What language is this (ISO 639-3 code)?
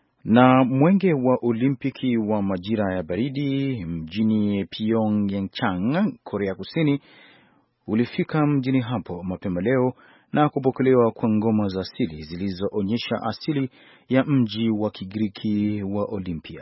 swa